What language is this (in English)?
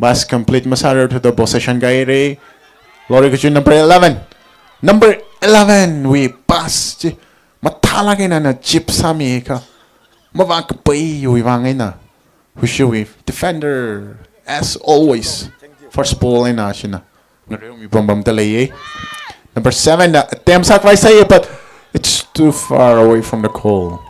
Tangkhul Naga (India)